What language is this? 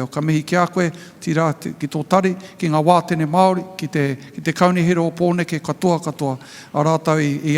Māori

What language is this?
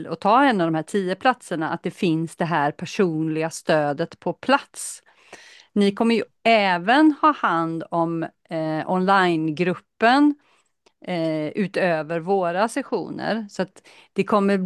Swedish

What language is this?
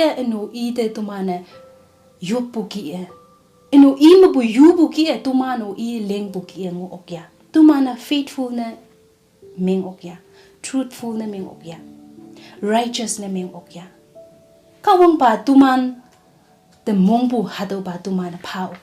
Konyak Naga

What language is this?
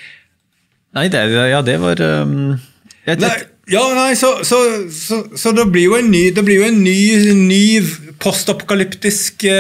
Norwegian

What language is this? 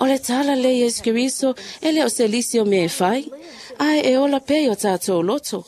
Samoan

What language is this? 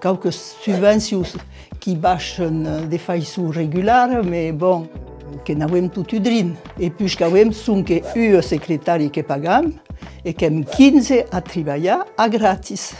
Occitan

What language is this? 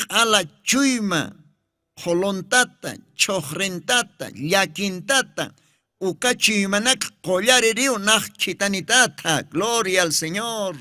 Aymara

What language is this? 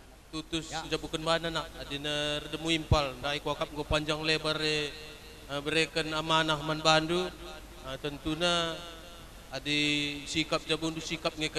Batak Karo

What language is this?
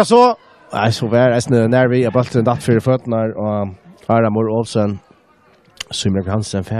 Faroese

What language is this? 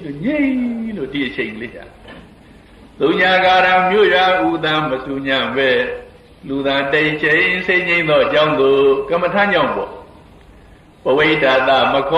Burmese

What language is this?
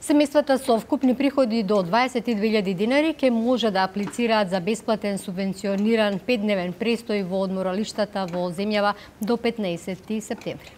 Macedonian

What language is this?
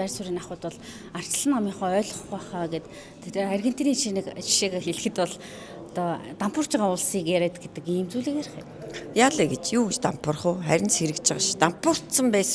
Mongolian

